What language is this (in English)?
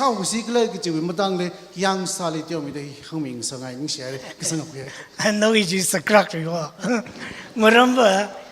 Tangkhul Naga (India)